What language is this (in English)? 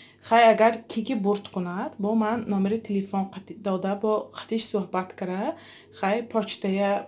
Tajik